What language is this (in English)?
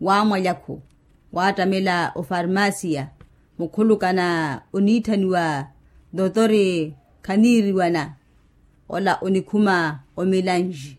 Makhuwa